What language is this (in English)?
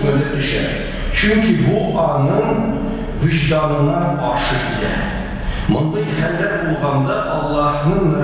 Tatar